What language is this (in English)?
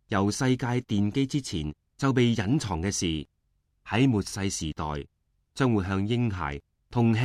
Cantonese